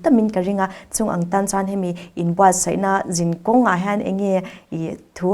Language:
Mizo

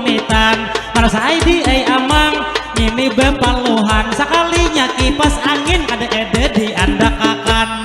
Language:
Banjar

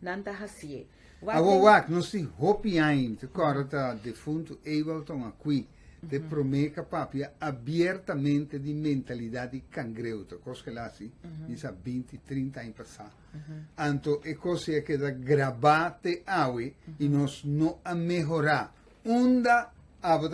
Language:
Papiamento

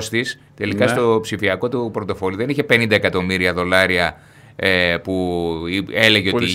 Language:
Greek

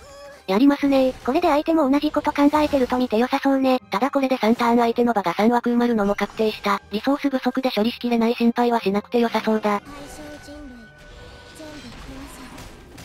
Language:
Japanese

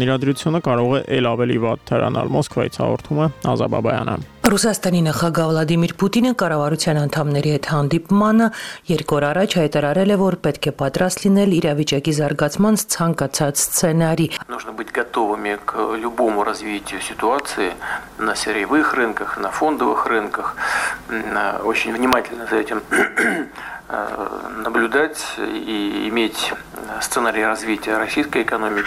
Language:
Armenian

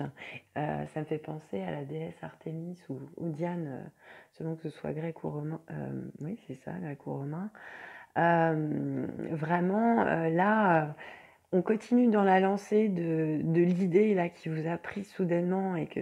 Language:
French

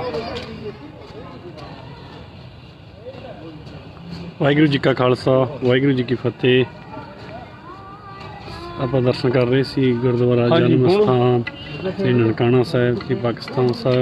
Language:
Punjabi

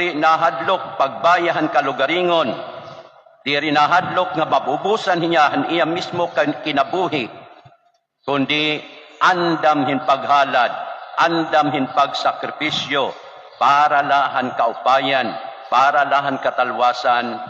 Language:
Waray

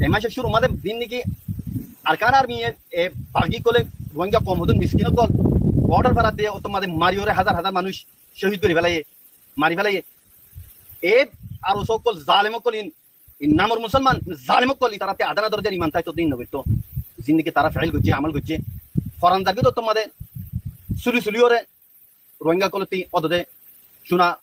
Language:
Rohingya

